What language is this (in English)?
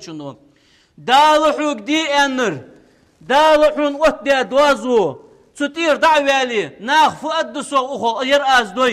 Ingush